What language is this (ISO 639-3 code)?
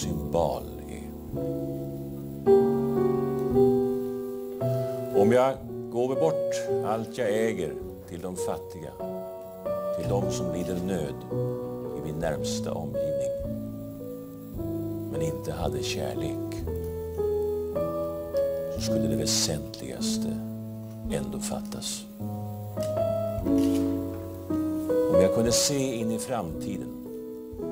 swe